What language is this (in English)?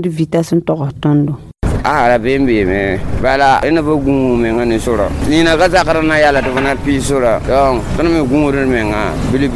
Mossi